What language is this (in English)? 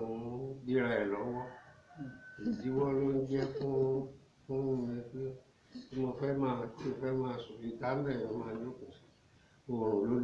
Yoruba